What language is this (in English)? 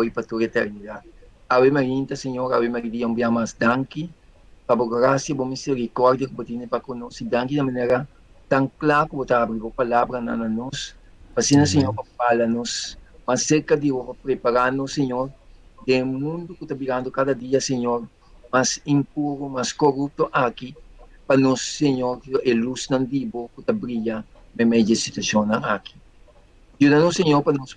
Papiamento